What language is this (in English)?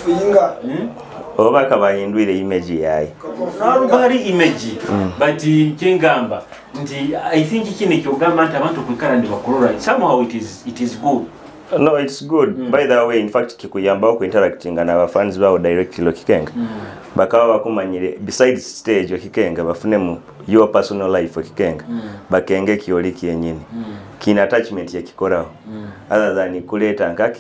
Nyoro